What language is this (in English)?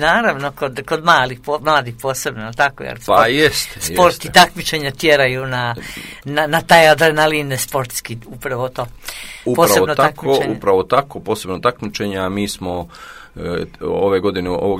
Croatian